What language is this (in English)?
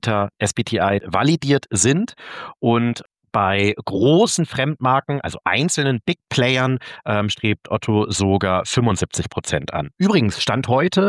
German